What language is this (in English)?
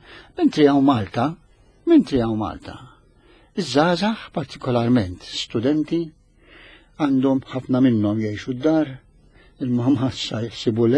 Maltese